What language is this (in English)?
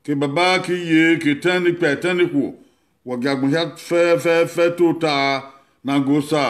Bini